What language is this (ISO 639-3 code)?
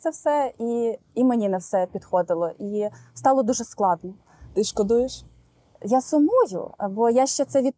ukr